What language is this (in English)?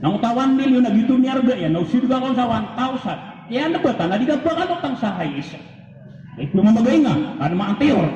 Maranao